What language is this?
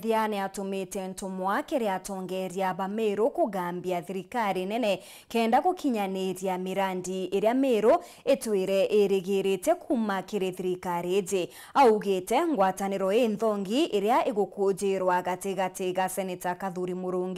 Meru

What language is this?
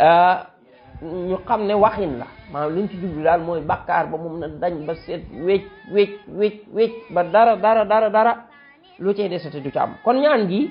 Wolof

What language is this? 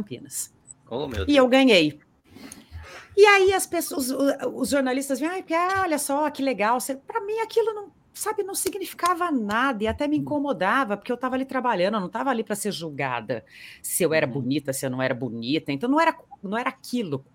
Portuguese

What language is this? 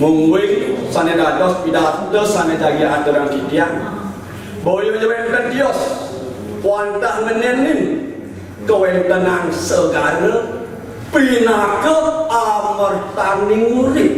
Balinese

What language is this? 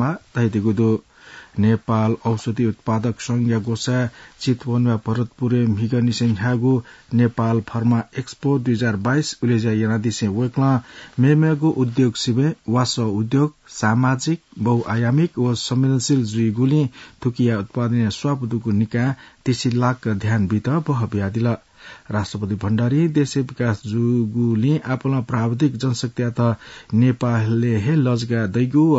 Newari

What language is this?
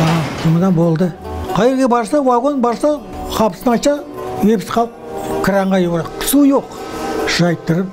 Crimean Tatar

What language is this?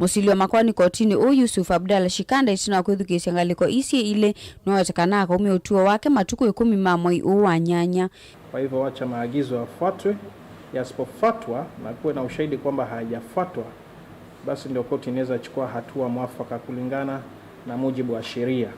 Kamba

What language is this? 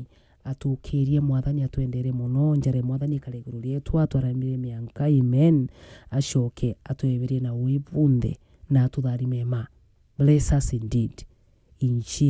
Meru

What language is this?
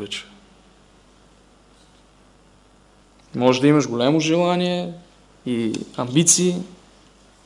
Bulgarian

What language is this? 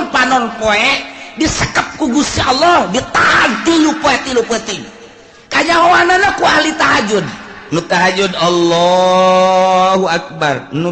Sundanese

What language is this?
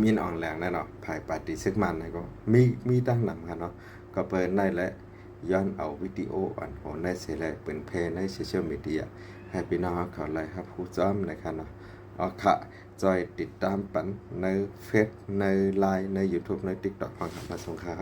Shan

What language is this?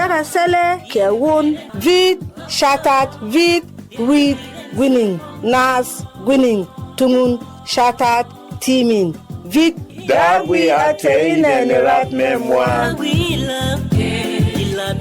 Berom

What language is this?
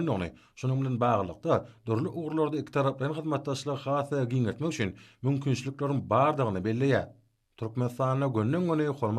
Turkmen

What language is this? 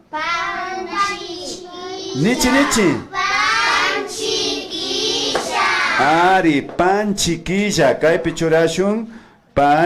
Imbabura Highland Quichua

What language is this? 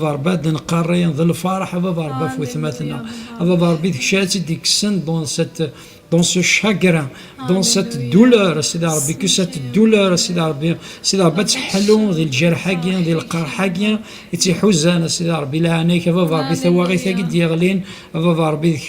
Kabyle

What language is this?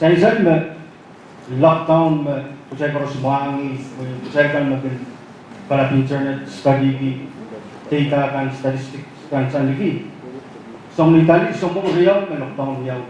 Pohnpeian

